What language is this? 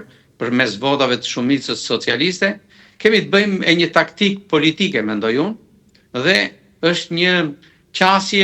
Albanian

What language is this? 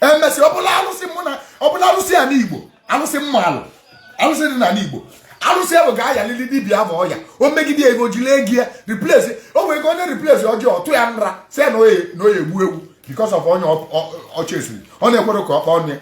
Igbo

